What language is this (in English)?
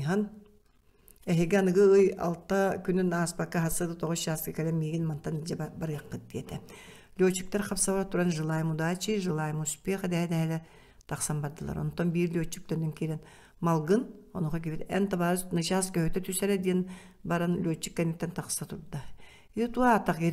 Yakut